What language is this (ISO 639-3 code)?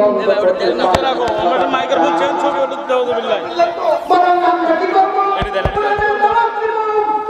ben